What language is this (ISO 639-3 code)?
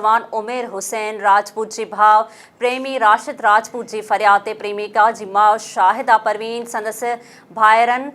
snd